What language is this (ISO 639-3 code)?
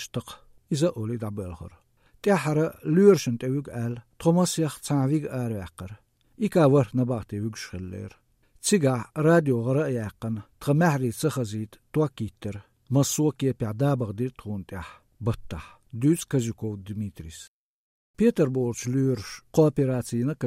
che